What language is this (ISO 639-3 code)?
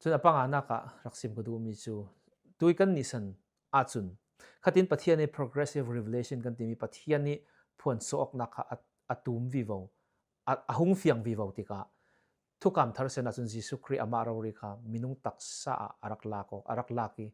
cfm